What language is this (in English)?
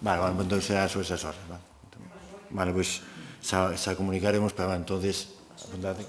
Galician